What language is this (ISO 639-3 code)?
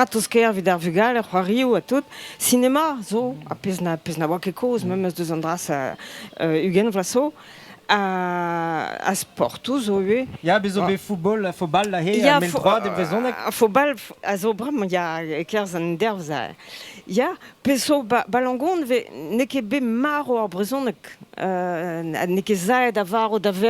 bre